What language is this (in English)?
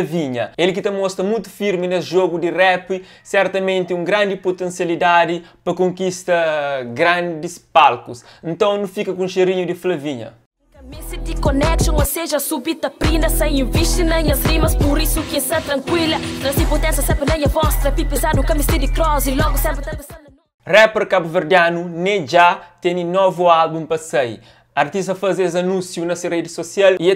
Kabuverdianu